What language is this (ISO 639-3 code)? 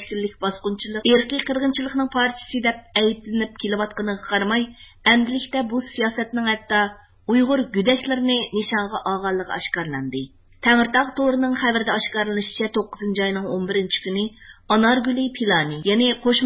uig